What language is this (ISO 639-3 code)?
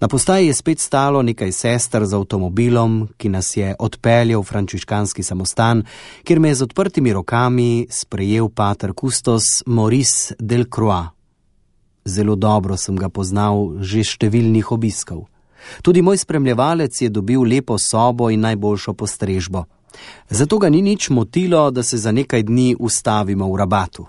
slv